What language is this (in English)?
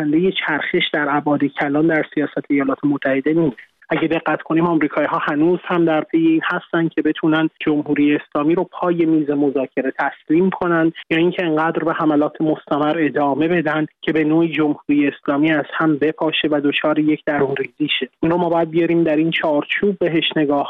Persian